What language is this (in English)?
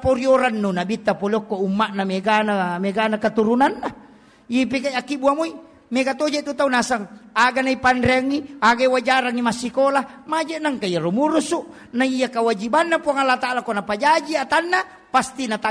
Buginese